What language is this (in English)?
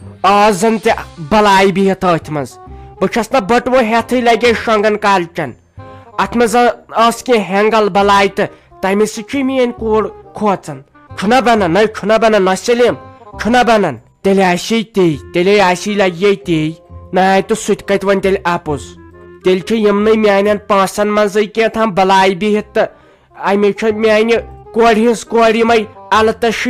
Kashmiri